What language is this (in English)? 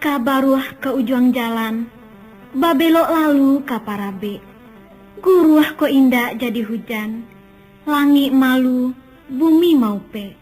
Minangkabau